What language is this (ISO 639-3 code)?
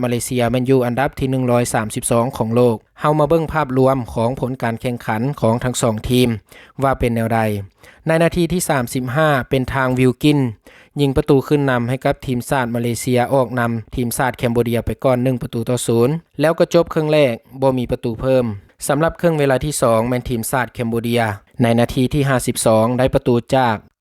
lao